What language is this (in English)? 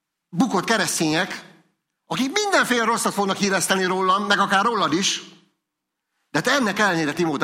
Hungarian